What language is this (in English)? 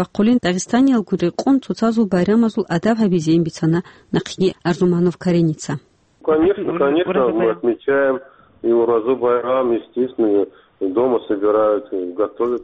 Avaric